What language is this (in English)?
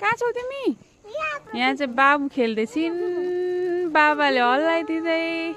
Nepali